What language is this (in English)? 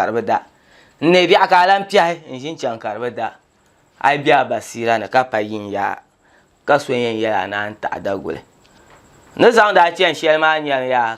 Dagbani